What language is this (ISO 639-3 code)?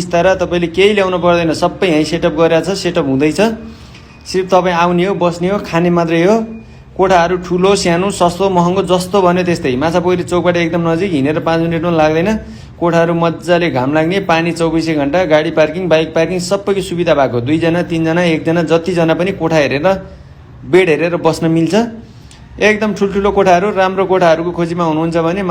nep